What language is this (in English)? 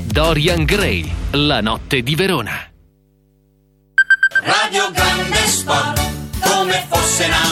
Italian